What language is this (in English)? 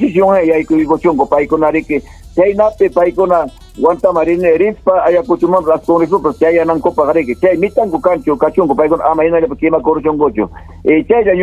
Ayacucho Quechua